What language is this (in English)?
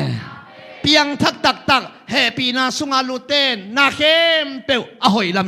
Tedim Chin